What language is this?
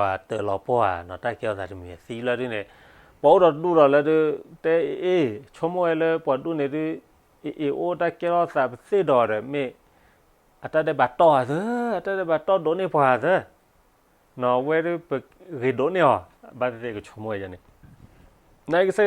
S'gaw Karen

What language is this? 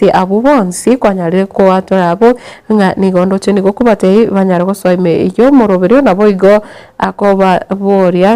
Gusii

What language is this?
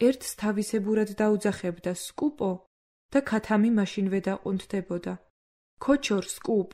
Georgian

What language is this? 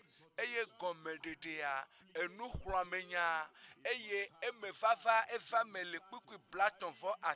Ewe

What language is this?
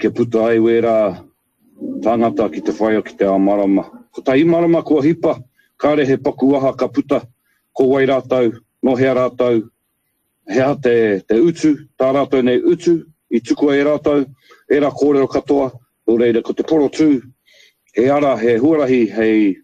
Māori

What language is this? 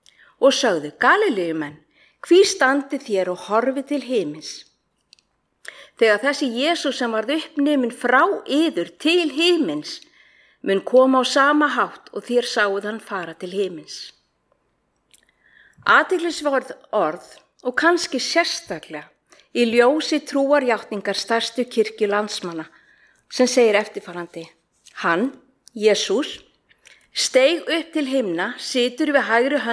Icelandic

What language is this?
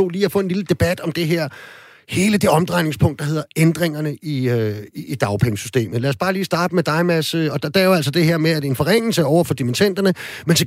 Danish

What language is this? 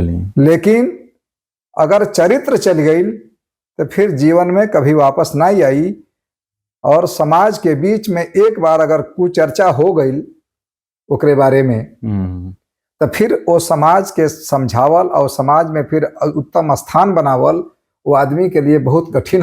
Bhojpuri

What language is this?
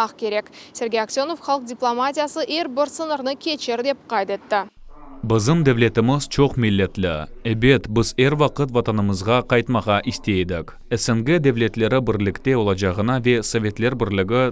Crimean Tatar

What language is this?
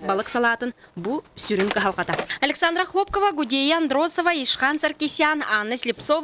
Yakut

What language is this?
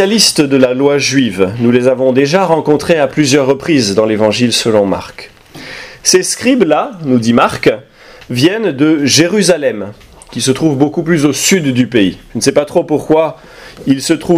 French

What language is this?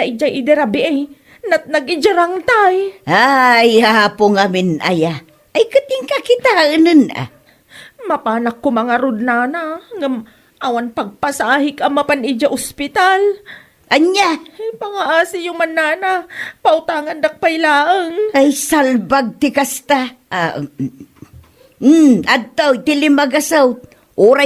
Iloko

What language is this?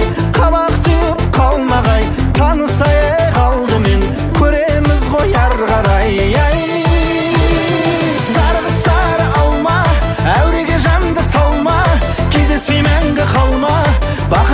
Kazakh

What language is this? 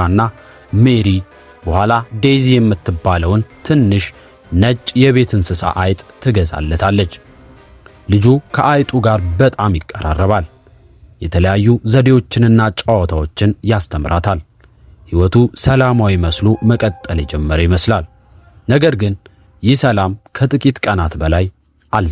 Amharic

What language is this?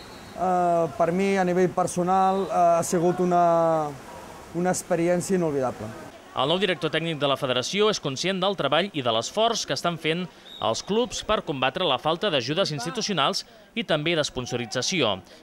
Catalan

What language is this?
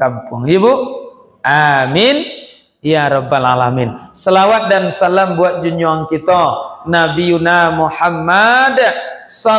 Minangkabau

